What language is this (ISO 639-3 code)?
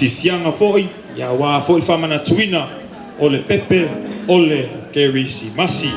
smo